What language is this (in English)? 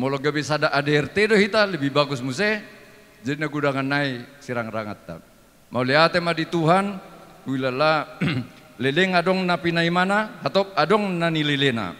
Batak Toba